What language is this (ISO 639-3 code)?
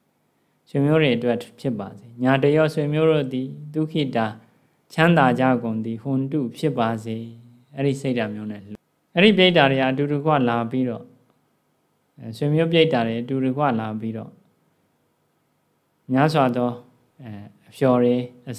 mya